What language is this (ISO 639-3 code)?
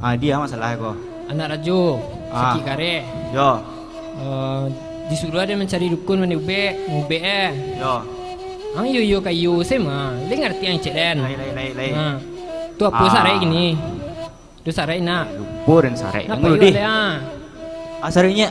min